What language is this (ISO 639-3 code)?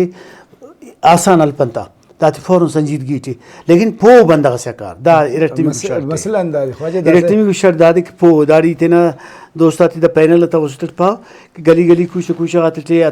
brh